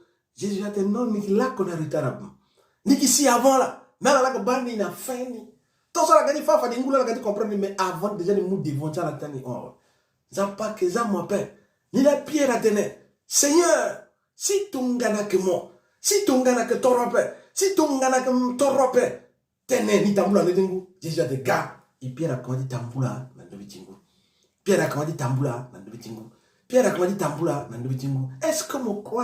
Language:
Sango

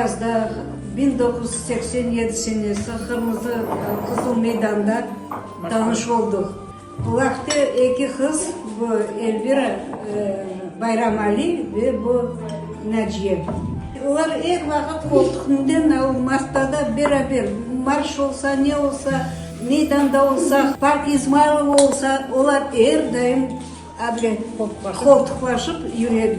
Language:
Crimean Tatar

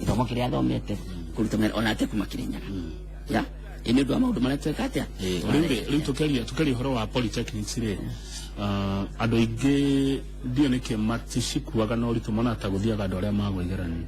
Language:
Kikuyu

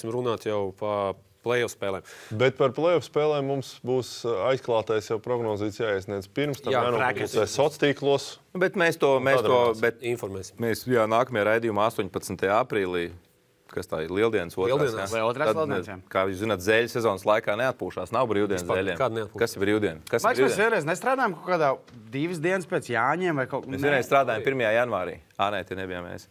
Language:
Latvian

